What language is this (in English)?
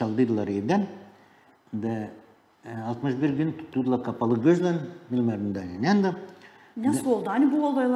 Gagauz